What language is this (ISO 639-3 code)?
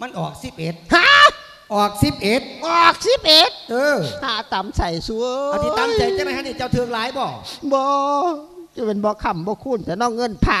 lao